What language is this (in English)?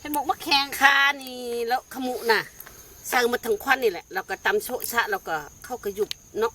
Northeastern Thai